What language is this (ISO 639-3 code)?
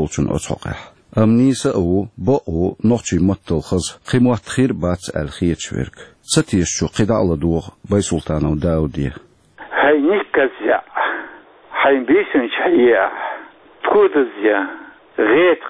che